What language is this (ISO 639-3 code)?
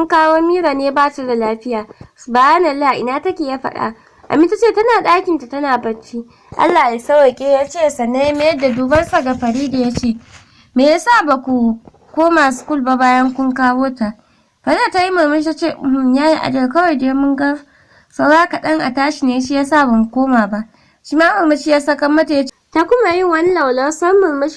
hau